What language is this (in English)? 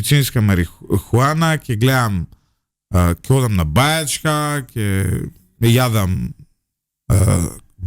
Macedonian